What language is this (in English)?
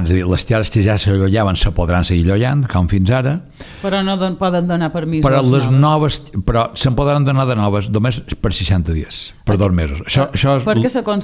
Catalan